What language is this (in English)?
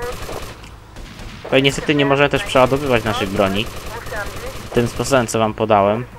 Polish